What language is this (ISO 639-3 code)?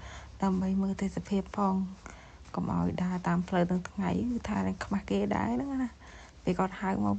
khm